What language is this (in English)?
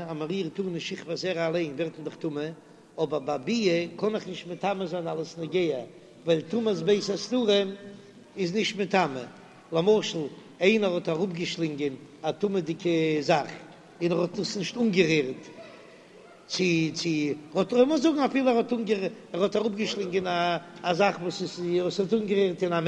Yiddish